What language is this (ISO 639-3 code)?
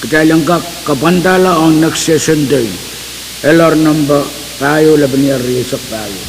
pon